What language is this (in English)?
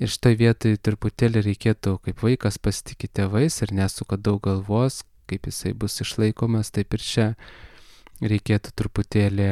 Lithuanian